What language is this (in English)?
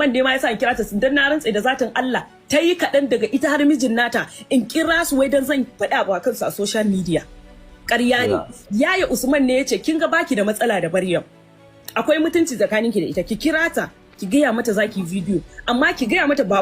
Hausa